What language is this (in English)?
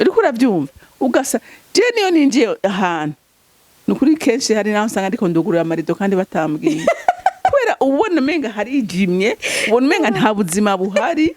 Rundi